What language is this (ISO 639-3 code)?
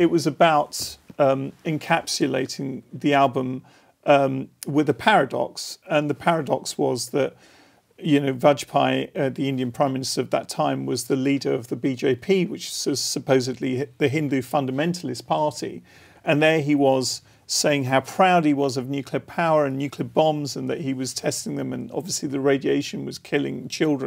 eng